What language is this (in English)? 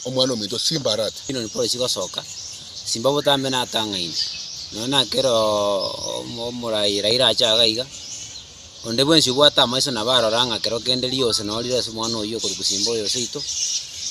Gusii